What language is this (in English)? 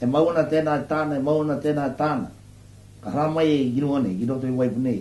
Māori